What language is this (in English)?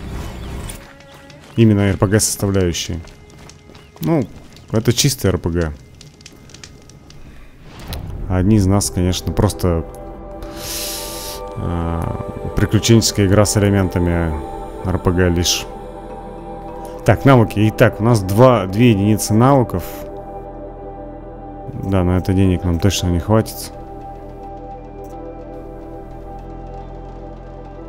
Russian